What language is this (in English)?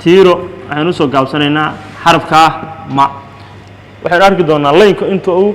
Somali